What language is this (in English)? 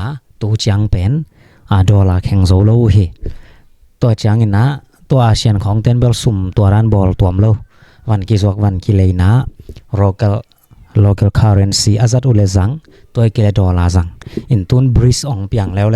Tedim Chin